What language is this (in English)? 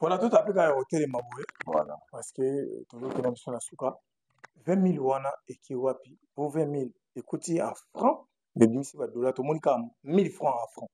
Lingala